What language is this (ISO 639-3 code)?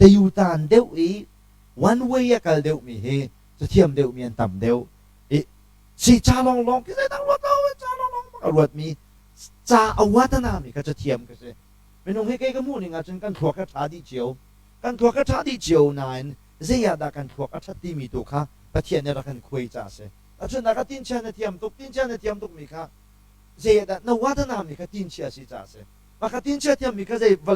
cnh